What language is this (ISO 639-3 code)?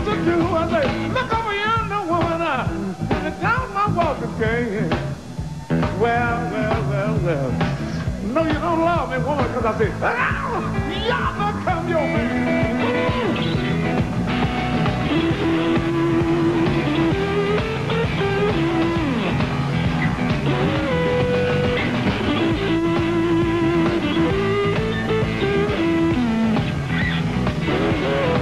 eng